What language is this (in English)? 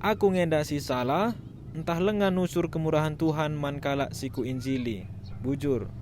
Batak Karo